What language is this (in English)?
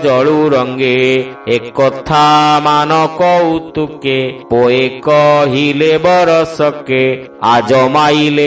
Odia